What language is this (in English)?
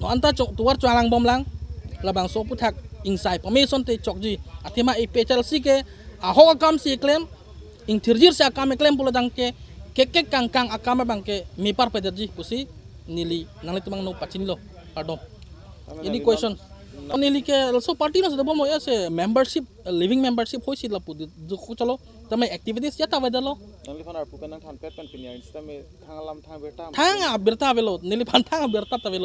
Karbi